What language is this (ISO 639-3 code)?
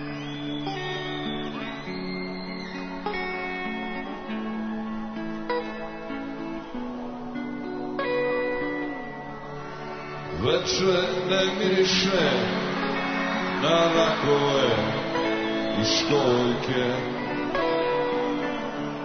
srp